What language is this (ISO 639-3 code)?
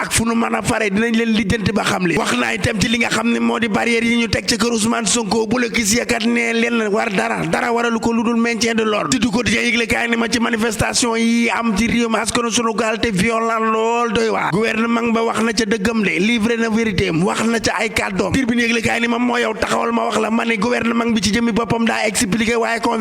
wol